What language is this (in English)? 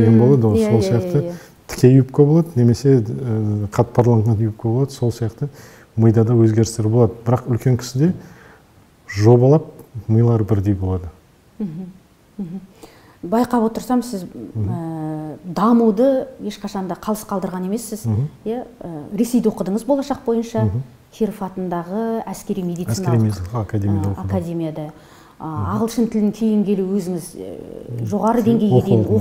Kazakh